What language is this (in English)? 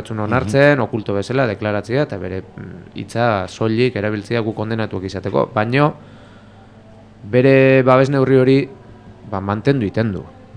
Basque